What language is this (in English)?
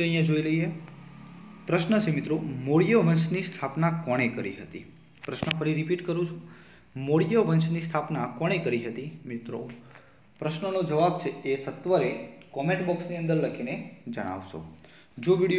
Gujarati